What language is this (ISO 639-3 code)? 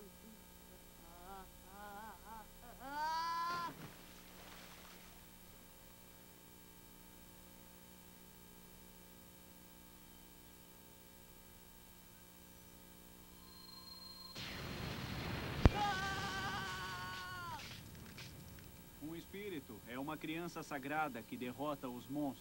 por